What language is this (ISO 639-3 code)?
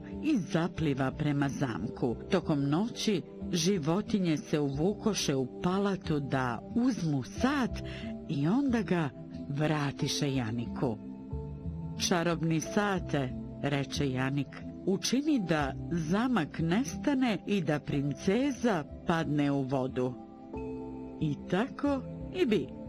bos